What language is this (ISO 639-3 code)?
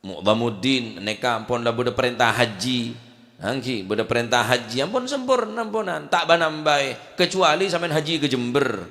mad